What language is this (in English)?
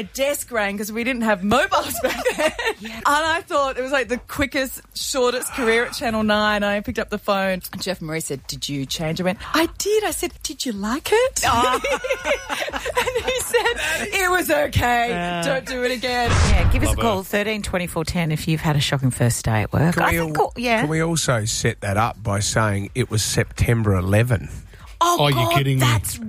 English